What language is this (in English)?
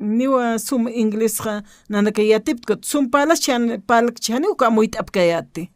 Aymara